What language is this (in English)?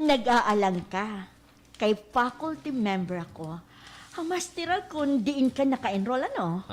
Waray